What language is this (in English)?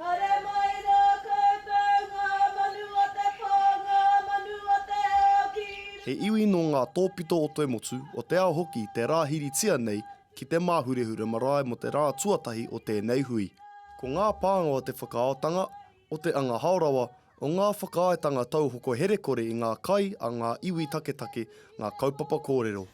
Māori